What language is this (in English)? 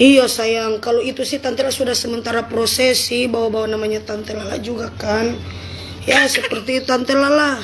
Manado Malay